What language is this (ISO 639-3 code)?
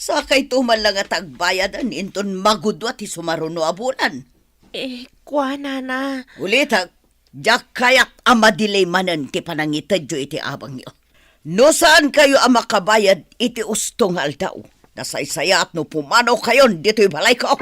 ilo